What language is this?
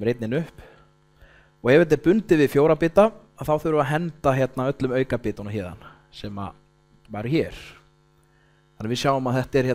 Icelandic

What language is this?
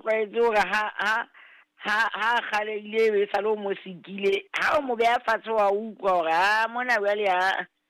Southern Sotho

